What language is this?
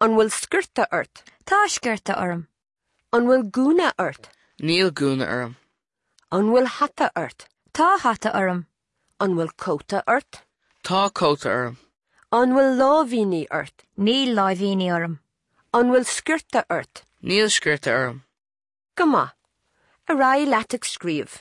Irish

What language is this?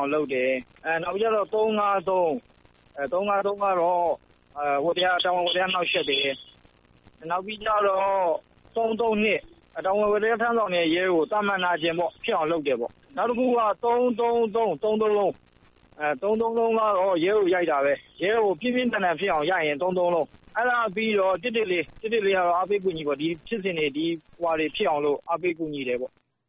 Burmese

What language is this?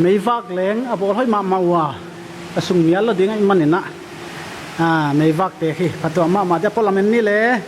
Paite Chin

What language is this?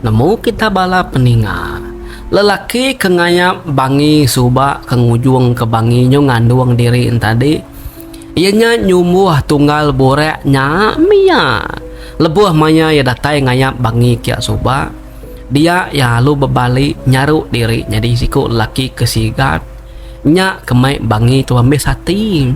Iban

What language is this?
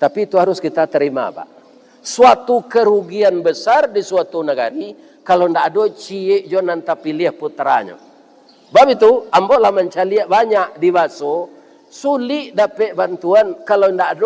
Minangkabau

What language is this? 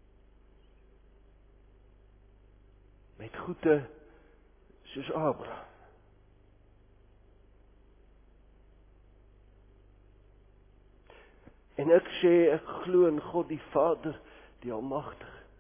Afrikaans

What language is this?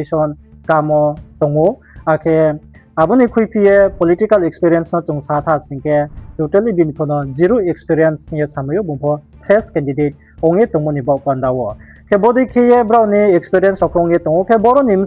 Riang (India)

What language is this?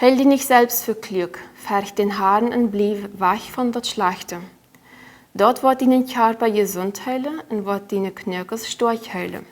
Plautdietsch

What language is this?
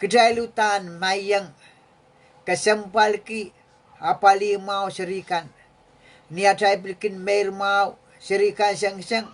Pohnpeian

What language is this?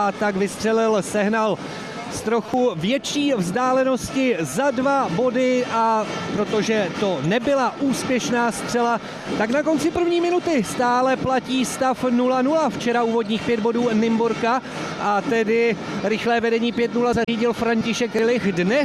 Czech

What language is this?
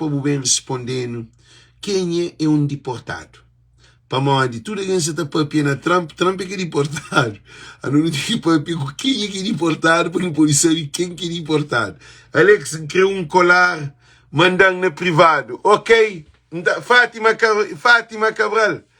Kabuverdianu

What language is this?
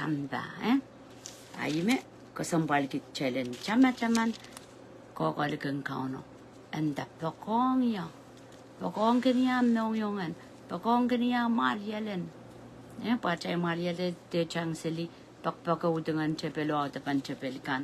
Pohnpeian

